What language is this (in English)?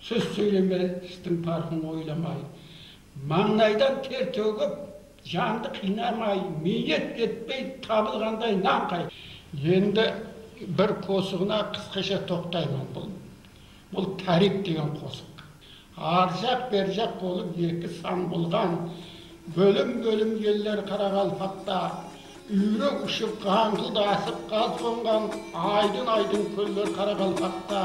Kara-Kalpak